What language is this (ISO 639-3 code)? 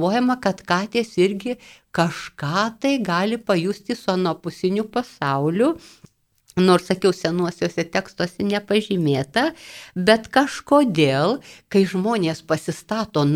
lit